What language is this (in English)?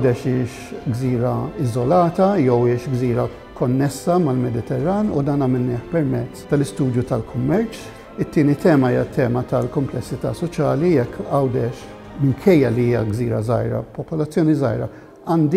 Maltese